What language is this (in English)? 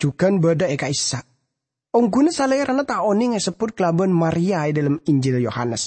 Madurese